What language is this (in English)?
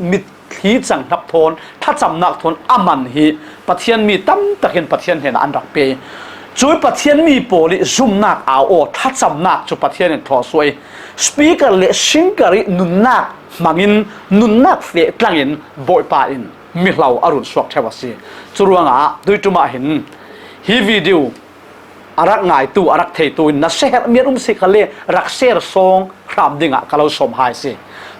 Falam Chin